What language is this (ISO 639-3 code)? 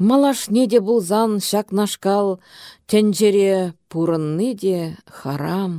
chv